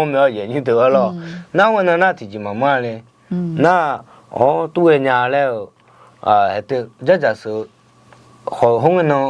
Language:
Akha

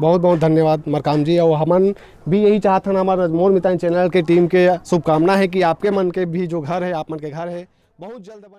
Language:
Chhattisgarhi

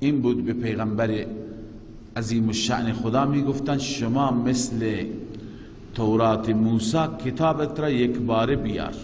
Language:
Persian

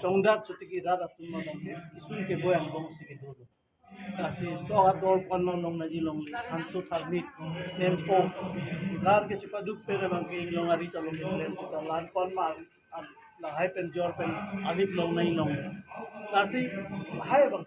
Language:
Karbi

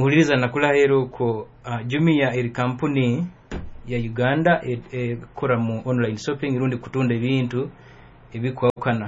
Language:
Nyoro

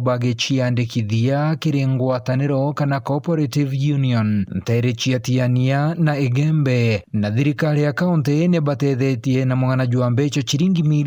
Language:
Meru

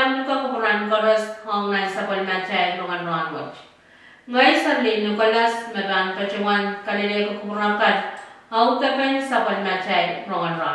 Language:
Pohnpeian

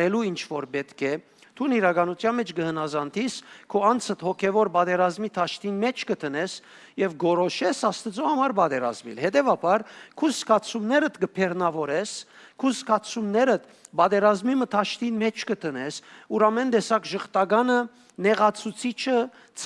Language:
Western Armenian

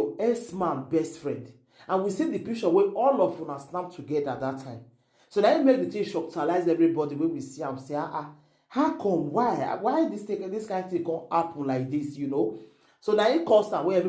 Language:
Nigerian Pidgin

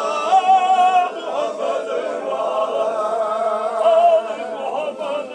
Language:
Chechen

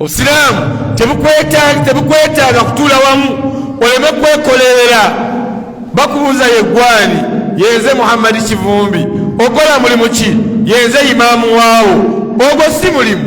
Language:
Ganda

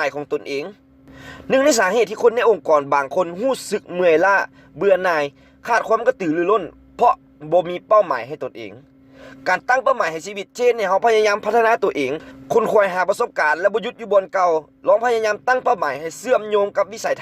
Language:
Lao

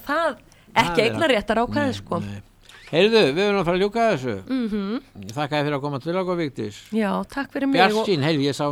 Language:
Icelandic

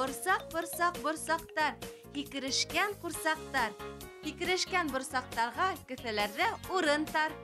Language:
Bashkir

